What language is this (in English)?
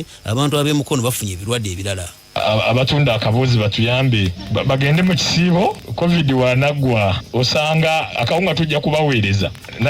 Ganda